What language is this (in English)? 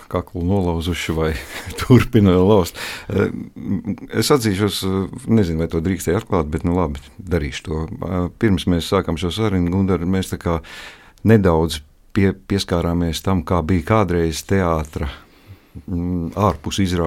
Latvian